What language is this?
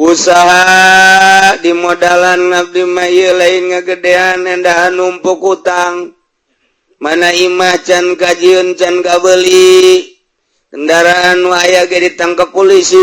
Sundanese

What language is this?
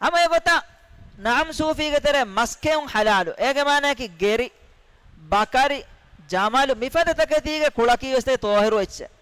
Divehi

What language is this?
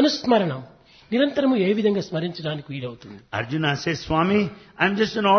Telugu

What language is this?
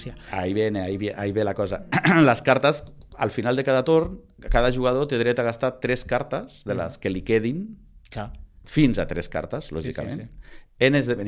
Catalan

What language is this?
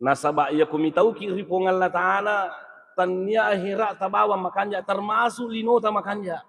Buginese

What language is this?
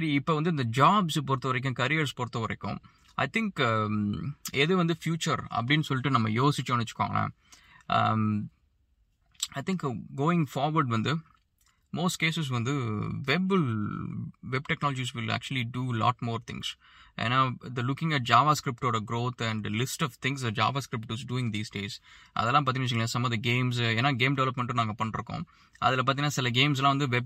Tamil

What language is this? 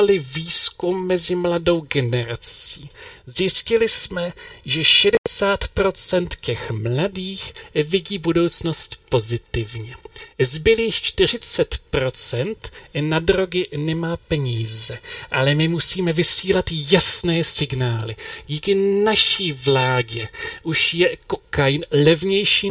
Czech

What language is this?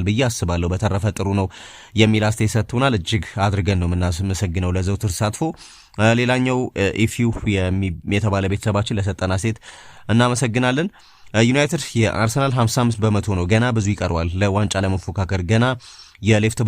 Amharic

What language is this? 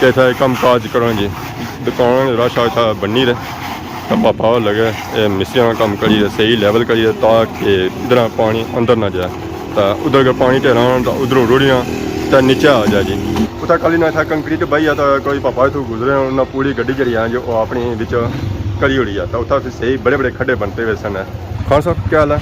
Pahari-Potwari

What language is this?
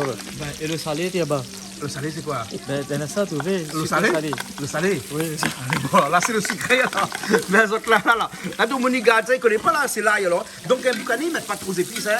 Réunion Creole French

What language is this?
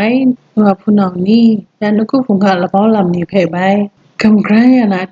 Kachin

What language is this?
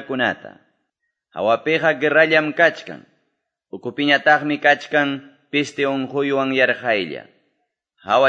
Quechua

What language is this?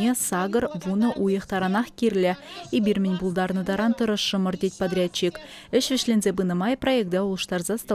Chuvash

